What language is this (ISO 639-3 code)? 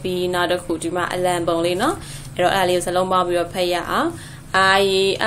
mya